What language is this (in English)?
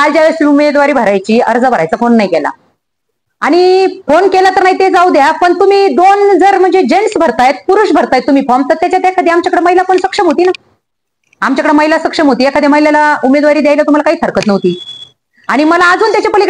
Marathi